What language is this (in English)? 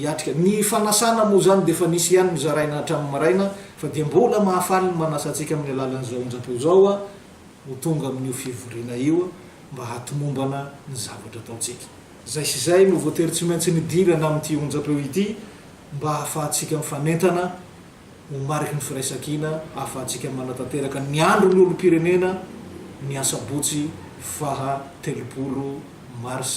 Malagasy